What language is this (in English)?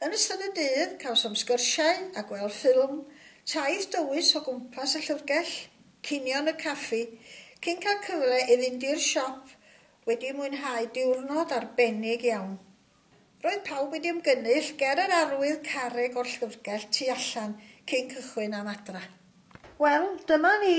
Welsh